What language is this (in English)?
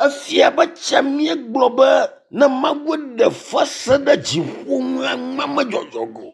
Ewe